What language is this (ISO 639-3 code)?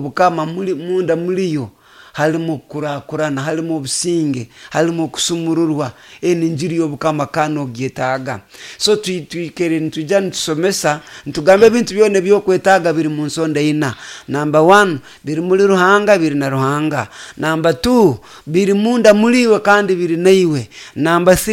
nyo